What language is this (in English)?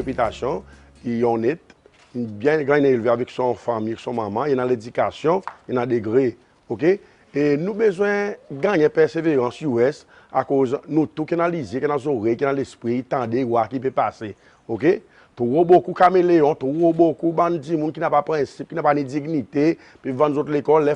Seselwa Creole French